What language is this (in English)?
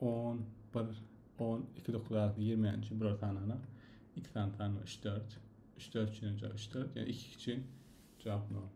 Turkmen